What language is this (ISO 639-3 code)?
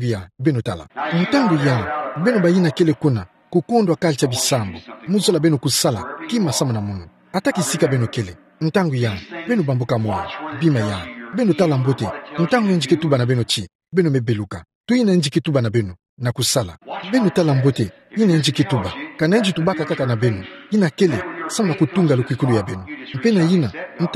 ktu